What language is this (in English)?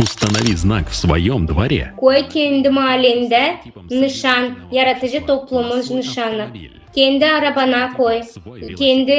Gagauz